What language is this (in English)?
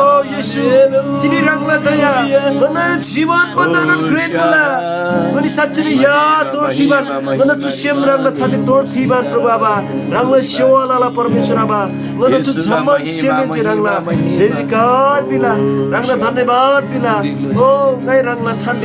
Eastern Tamang